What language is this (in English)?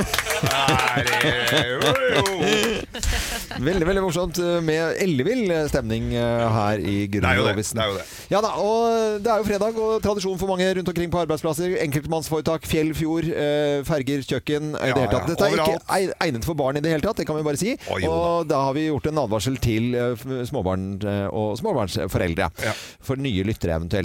Norwegian